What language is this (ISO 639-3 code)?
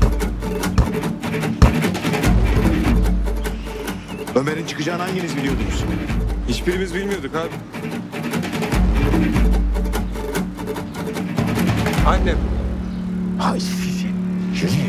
tur